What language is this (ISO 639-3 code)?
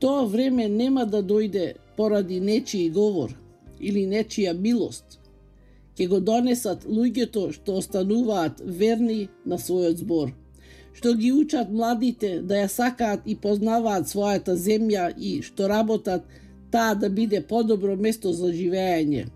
mkd